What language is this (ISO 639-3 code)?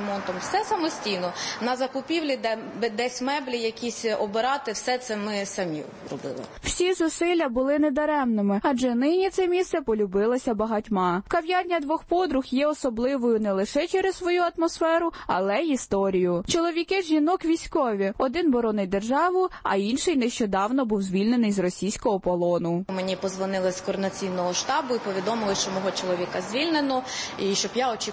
ukr